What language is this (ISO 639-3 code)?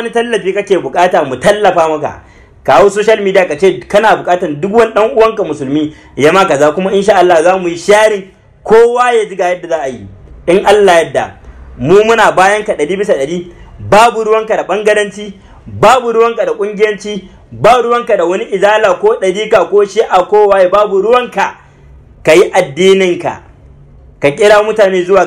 hau